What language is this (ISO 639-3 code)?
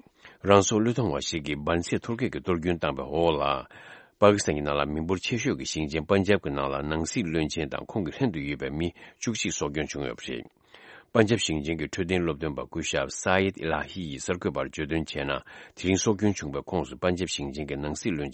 bod